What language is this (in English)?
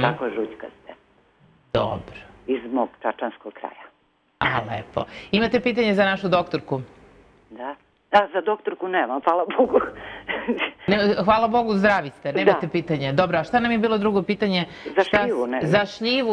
Serbian